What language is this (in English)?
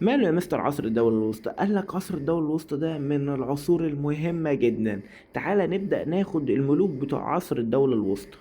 Egyptian Arabic